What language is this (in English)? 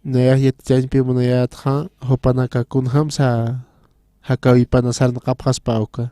Aymara